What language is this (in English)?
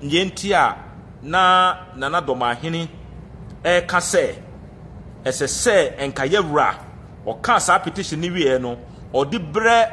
Akan